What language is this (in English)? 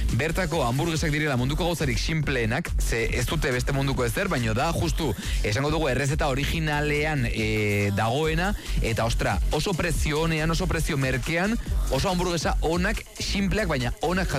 Basque